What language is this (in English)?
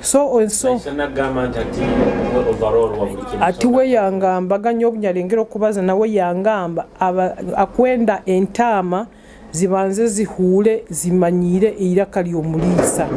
Nyoro